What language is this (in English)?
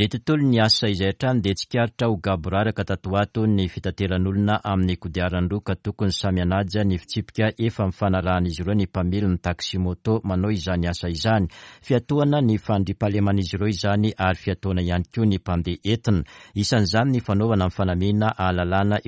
Malagasy